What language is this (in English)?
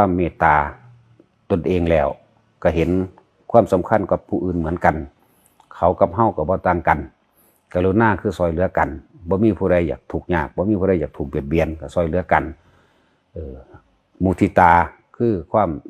Northeastern Thai